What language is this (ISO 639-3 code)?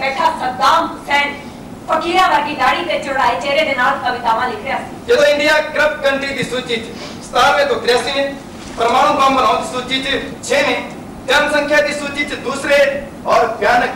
pan